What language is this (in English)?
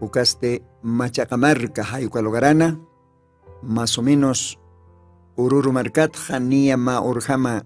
Aymara